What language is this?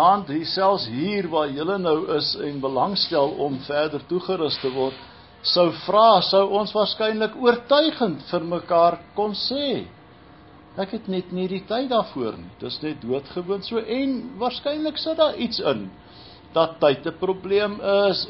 Afrikaans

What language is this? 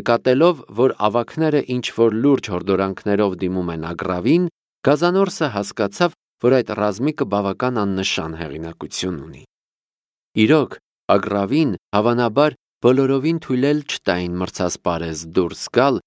Armenian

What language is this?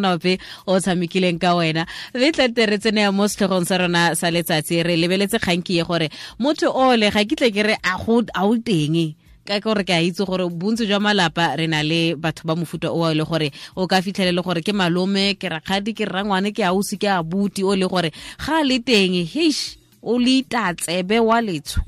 Tswana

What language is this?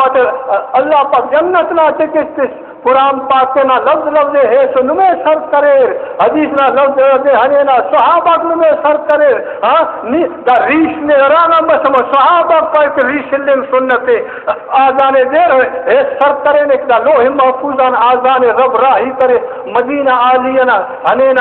Brahui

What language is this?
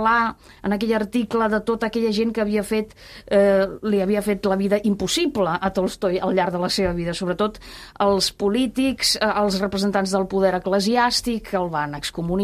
Catalan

